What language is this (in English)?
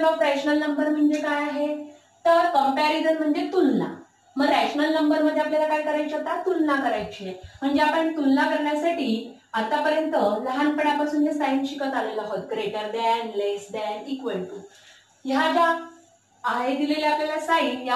Marathi